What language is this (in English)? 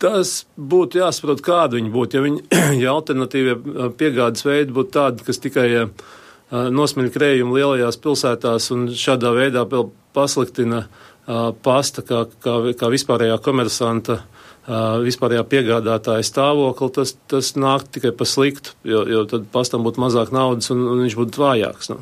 Latvian